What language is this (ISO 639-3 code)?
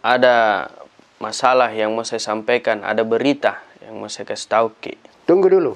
mfp